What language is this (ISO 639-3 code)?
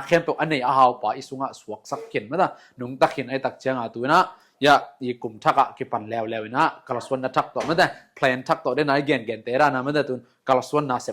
ctd